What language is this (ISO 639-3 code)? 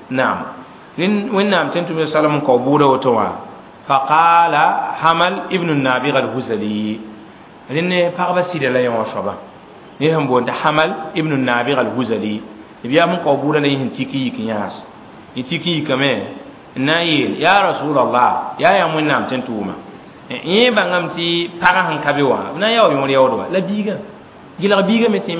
mos